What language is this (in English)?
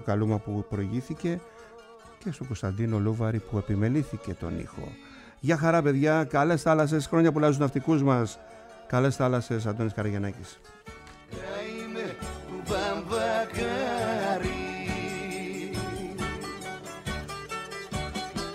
Greek